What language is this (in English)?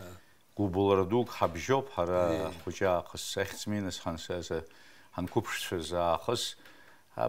Abkhazian